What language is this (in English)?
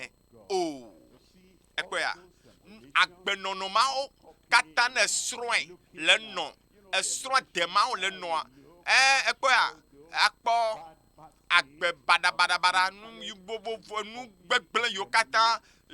Ewe